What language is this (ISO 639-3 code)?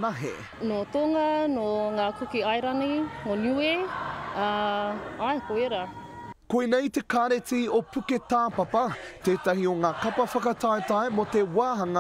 mri